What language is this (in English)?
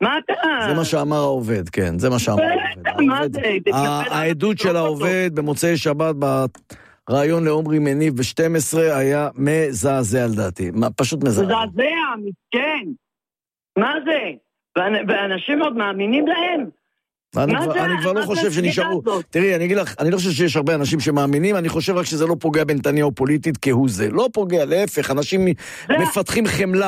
Hebrew